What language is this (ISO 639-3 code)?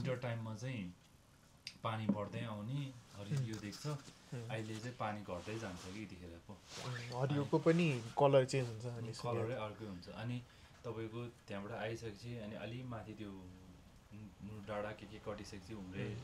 nep